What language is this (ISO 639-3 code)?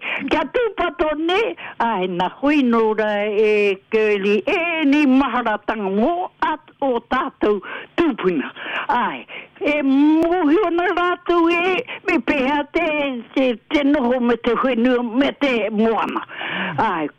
mri